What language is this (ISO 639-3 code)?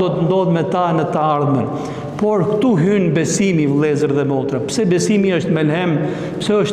sqi